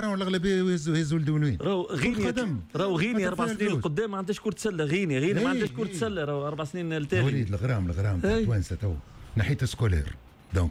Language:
Tunisian Arabic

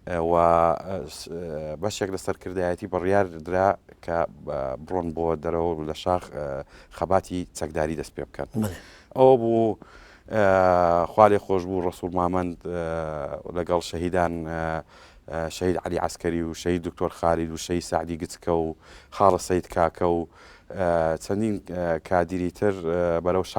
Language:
Central Kurdish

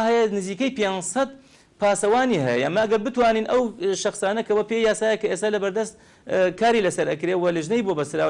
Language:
Central Kurdish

